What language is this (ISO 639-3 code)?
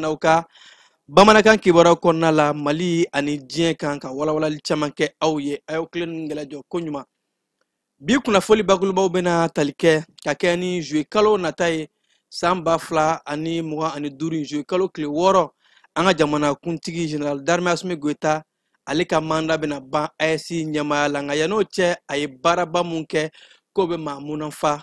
bam